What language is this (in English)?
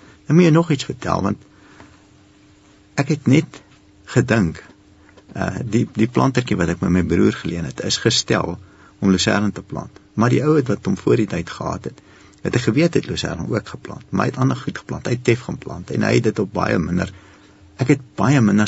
Afrikaans